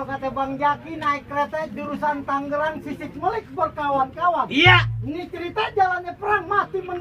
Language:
Betawi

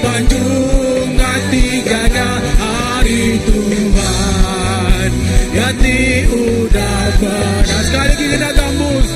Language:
Iban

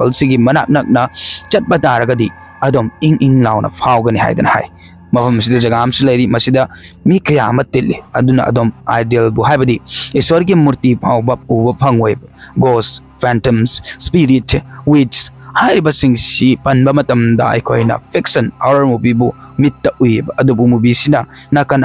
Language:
Manipuri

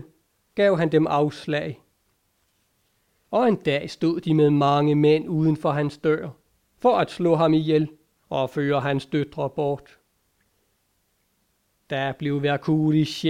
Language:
Danish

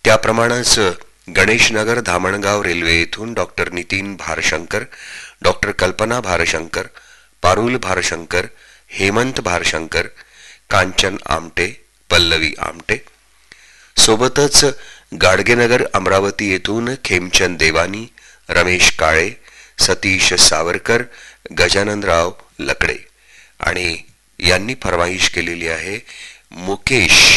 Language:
Marathi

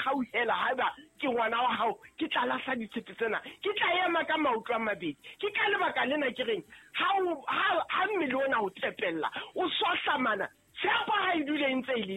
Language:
Southern Sotho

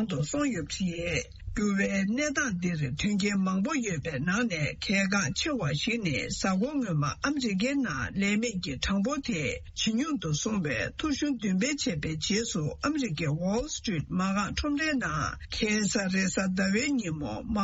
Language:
Tibetan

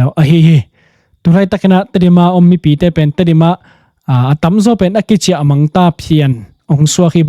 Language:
Tedim Chin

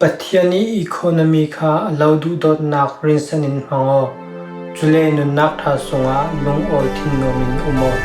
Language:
Falam Chin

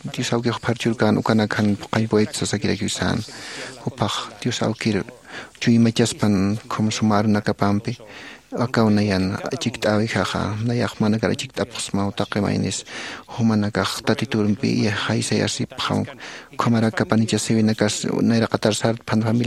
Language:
Aymara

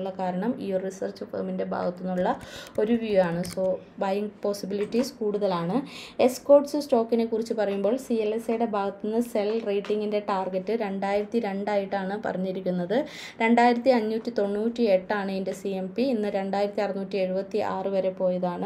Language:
Malayalam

